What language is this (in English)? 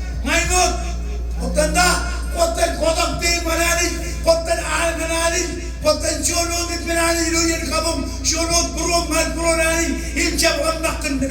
Marshallese